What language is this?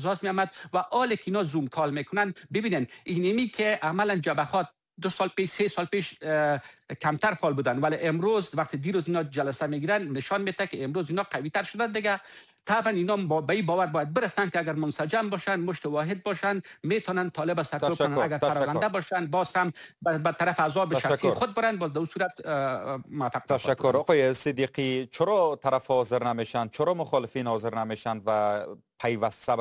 Persian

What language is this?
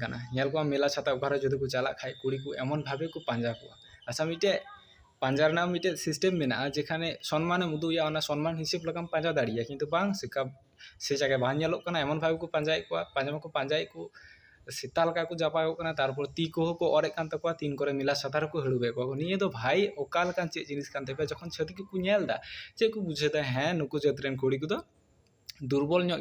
Santali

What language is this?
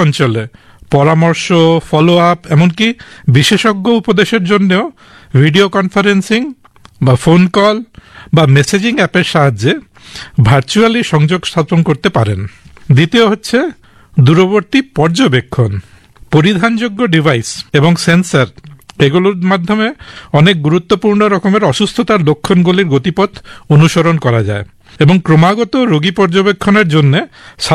Bangla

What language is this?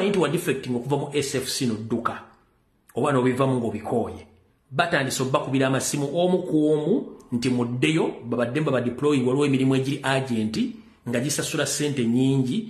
Ganda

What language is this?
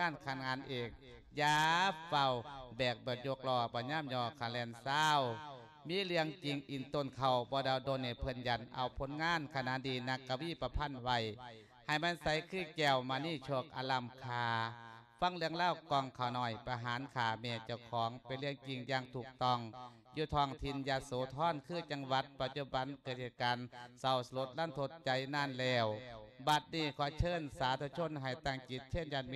Lao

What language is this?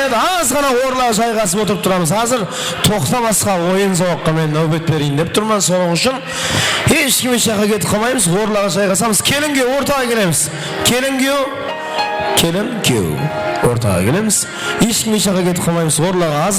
Kara-Kalpak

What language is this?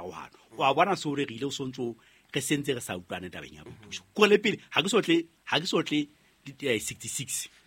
Southern Sotho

